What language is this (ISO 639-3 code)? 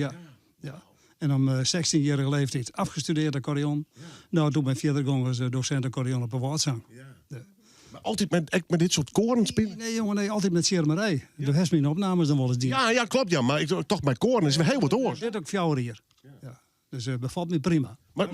fry